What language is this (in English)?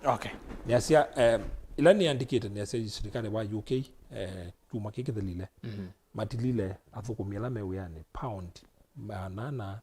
Kamba